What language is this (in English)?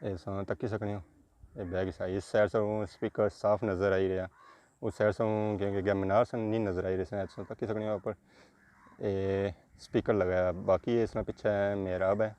Pahari-Potwari